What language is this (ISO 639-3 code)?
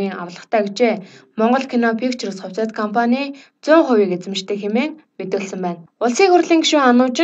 mon